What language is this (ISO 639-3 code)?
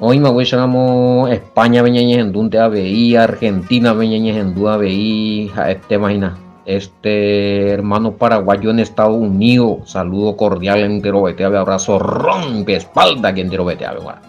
grn